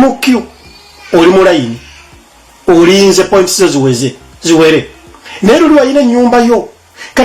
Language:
Ganda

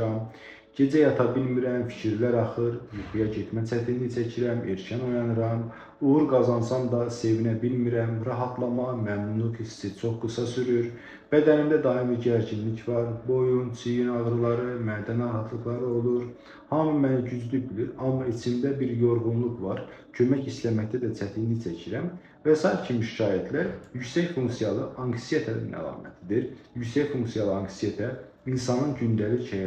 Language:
Azerbaijani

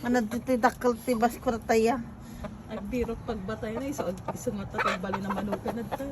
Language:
Iloko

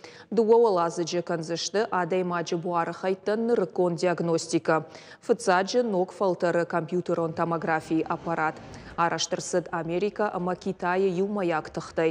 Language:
Ossetic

